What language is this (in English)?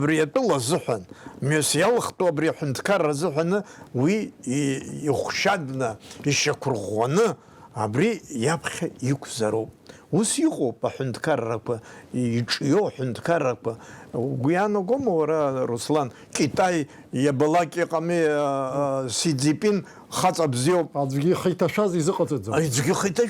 Abkhazian